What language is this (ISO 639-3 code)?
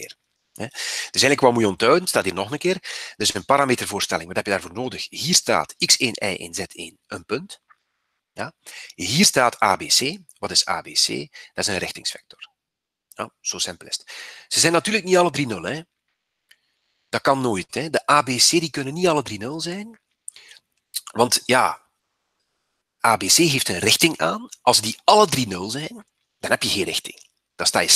nld